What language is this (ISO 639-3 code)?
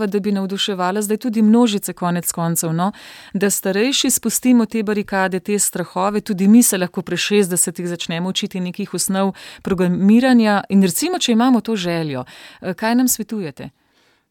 slv